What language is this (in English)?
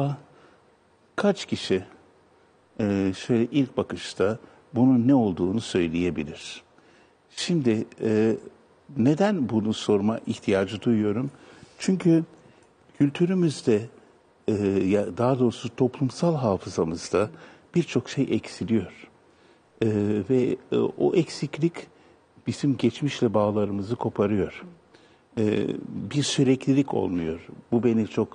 Turkish